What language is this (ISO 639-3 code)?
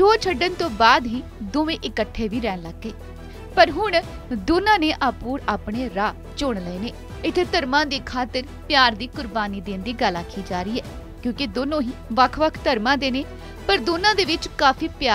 pan